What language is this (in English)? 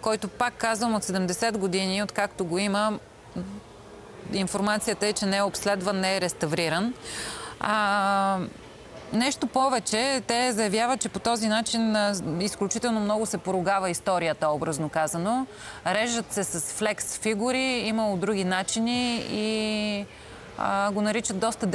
Bulgarian